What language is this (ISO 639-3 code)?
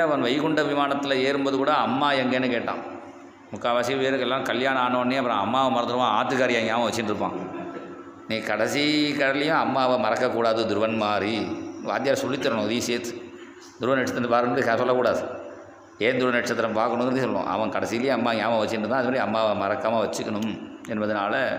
tam